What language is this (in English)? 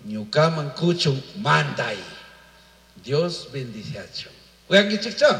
Chimborazo Highland Quichua